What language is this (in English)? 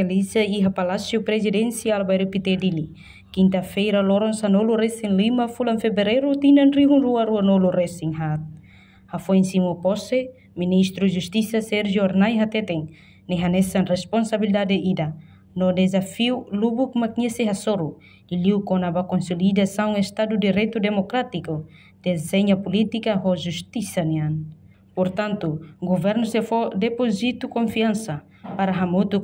Tetum